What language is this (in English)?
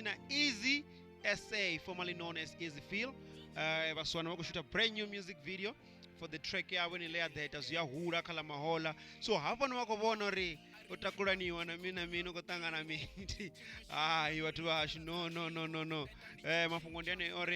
Venda